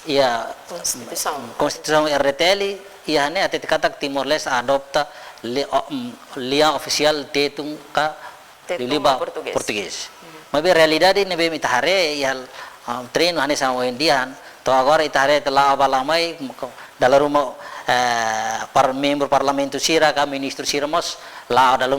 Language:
Tetum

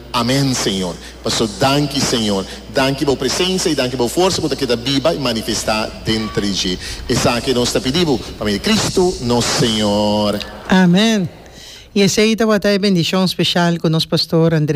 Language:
Papiamento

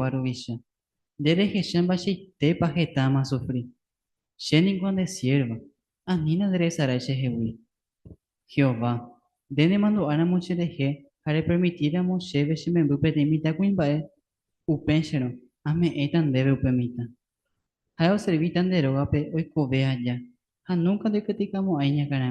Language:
Guarani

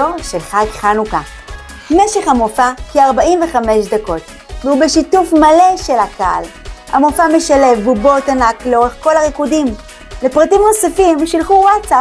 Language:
Hebrew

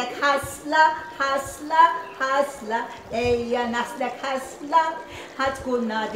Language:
Maltese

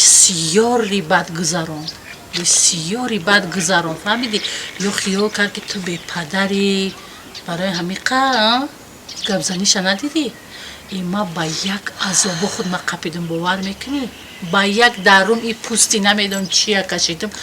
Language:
Tajik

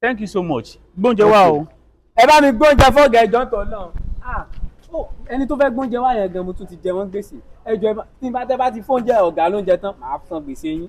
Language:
Yoruba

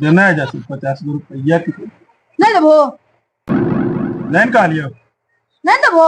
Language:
Magahi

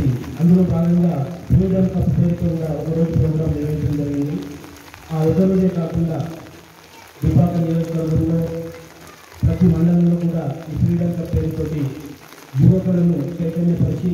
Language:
Telugu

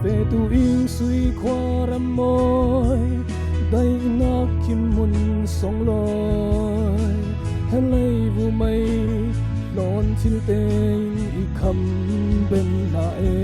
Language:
Falam Chin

